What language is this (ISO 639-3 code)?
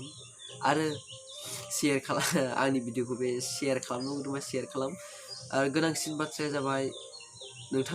brx